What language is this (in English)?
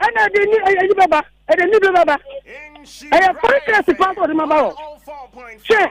Akan